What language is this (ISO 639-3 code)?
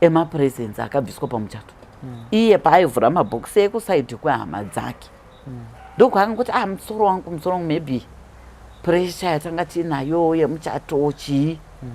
sna